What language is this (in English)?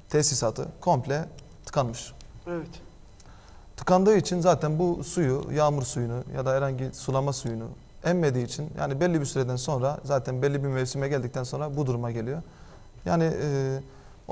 Turkish